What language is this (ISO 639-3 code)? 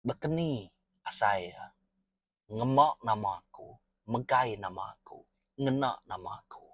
iba